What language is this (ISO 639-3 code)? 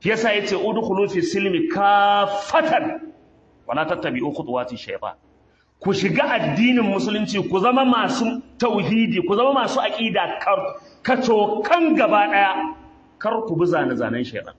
hau